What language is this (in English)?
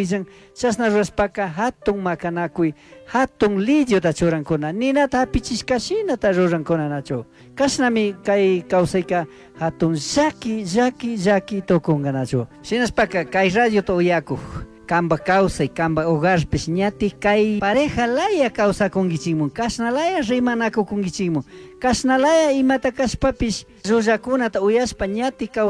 Chimborazo Highland Quichua